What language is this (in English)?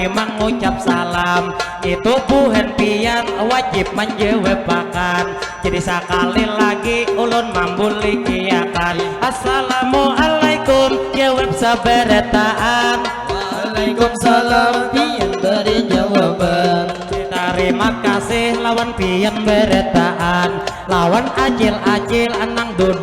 Banjar